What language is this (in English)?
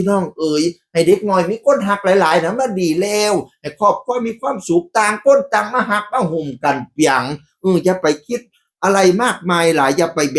Northeastern Thai